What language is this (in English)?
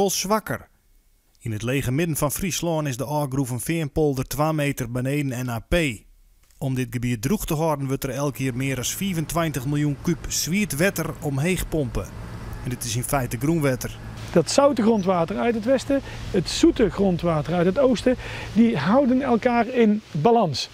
Western Frisian